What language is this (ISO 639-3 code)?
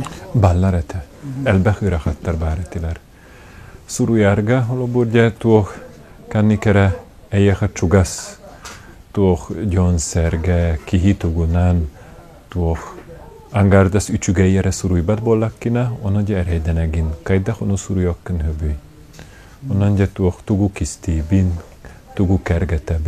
sah